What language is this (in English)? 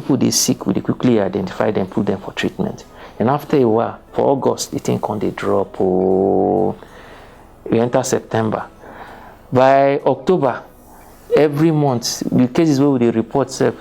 Nigerian Pidgin